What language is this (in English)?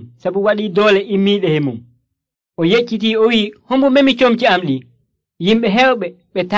Nigerian Fulfulde